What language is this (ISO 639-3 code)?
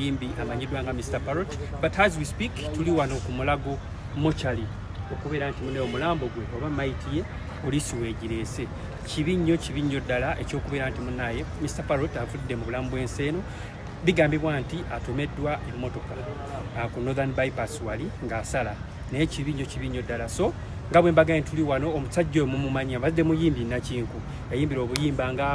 lug